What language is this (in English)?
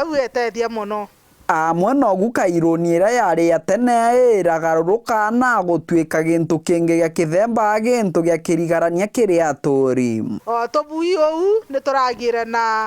Meru